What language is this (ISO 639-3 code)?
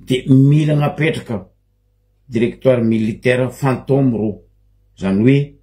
mlg